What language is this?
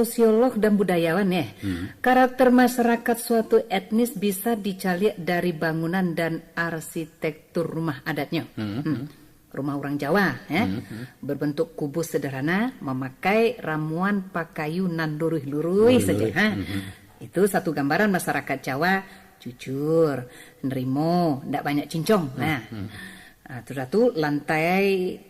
Minangkabau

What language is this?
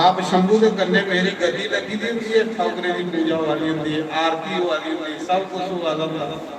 Dogri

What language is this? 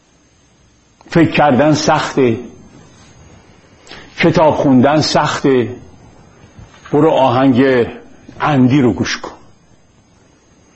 Persian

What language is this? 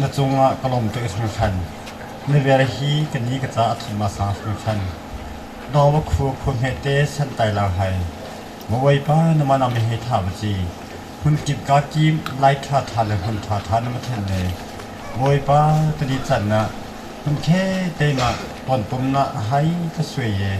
Hakha Chin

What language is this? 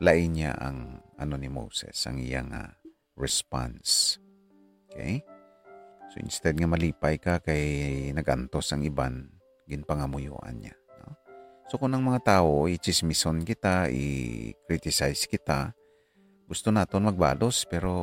Hiligaynon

